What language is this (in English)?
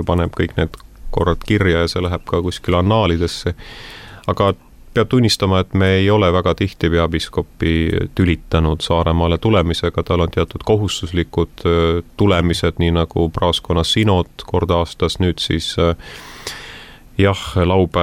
Estonian